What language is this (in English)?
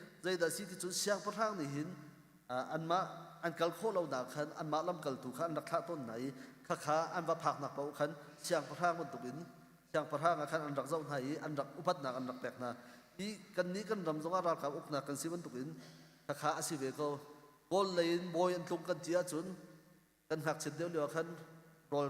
Hakha Chin